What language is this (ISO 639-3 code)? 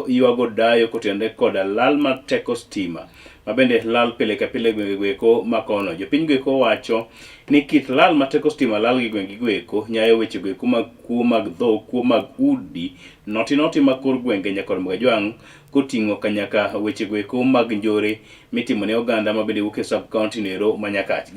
luo